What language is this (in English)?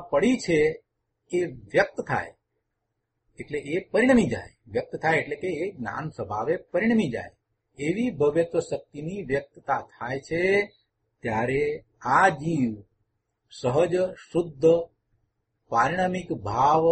Gujarati